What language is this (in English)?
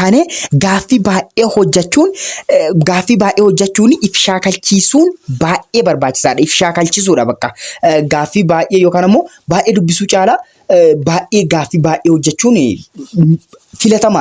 Oromo